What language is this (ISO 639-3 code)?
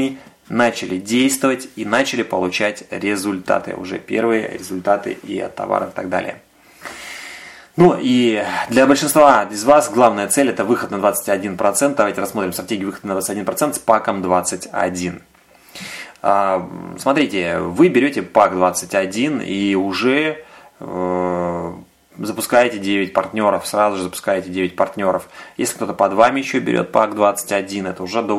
rus